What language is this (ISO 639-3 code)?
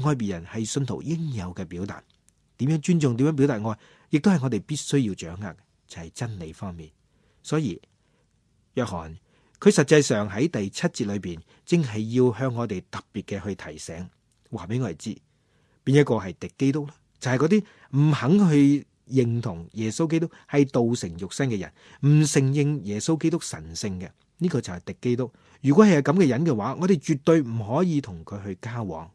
yue